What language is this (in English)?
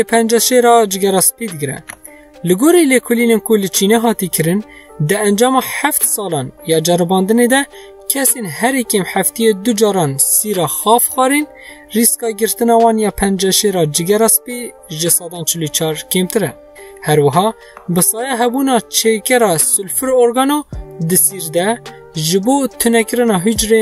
Kurdish